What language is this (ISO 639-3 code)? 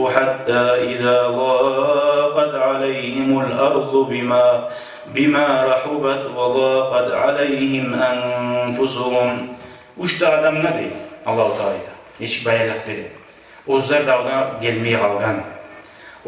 kum